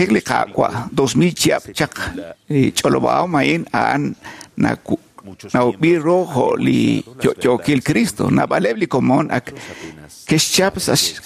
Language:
Kekchí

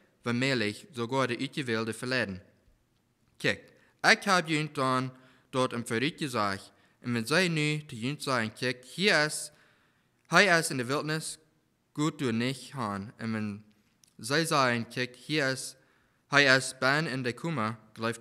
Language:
Plautdietsch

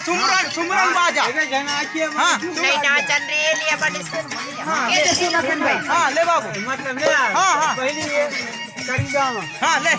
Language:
Chhattisgarhi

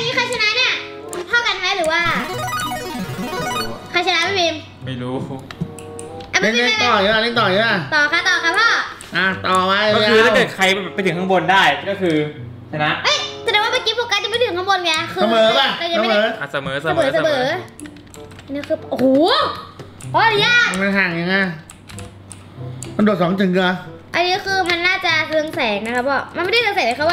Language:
Thai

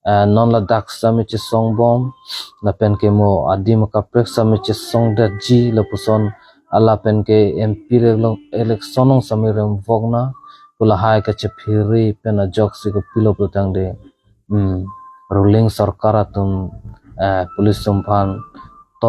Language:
Karbi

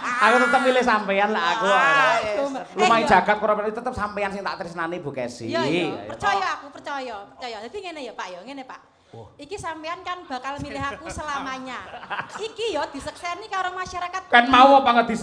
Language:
Javanese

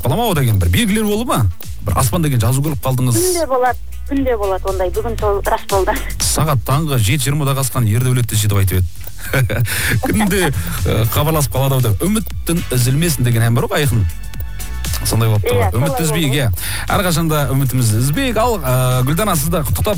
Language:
Kazakh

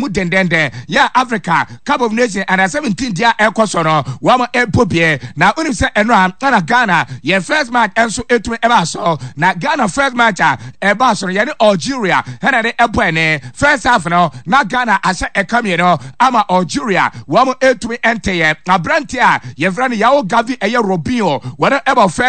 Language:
Akan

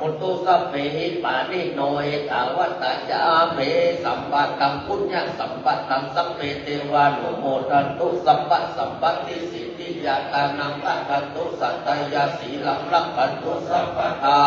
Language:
Pali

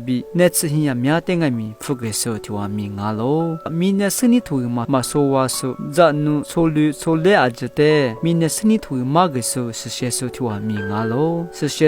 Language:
Lisu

